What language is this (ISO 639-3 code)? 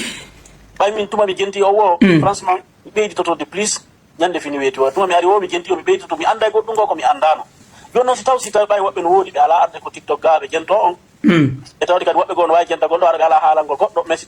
ful